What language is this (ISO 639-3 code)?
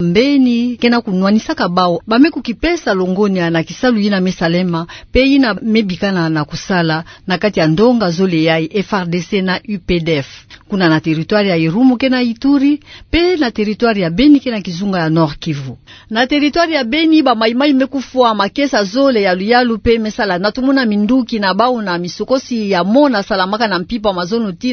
ktu